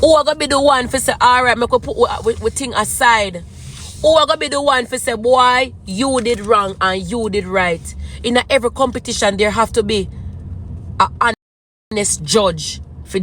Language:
Jamaican Creole English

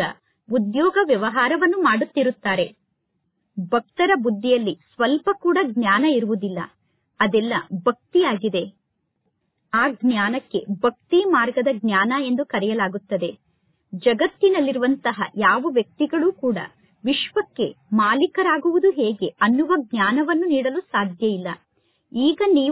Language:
Kannada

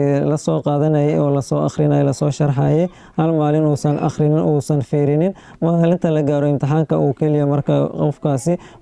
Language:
Somali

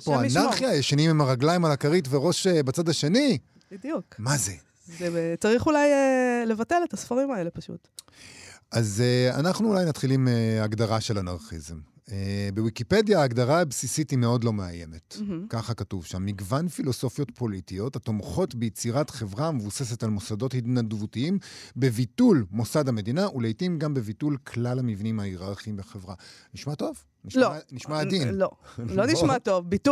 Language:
Hebrew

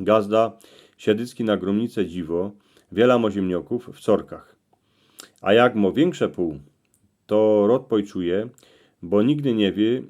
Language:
Silesian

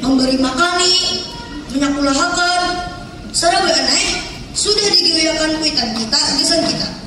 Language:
Banjar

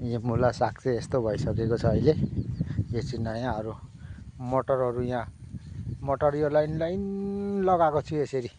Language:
Nepali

